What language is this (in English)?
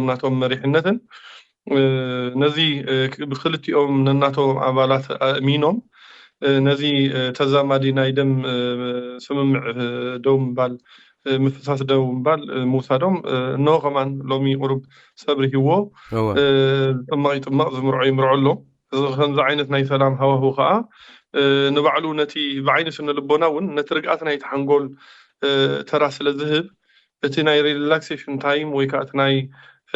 Tigrinya